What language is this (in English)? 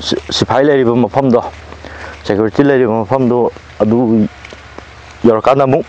Manipuri